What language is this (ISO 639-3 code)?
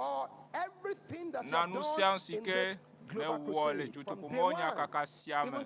ewe